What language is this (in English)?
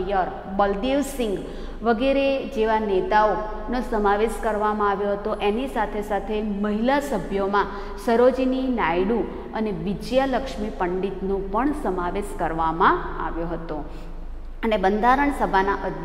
Gujarati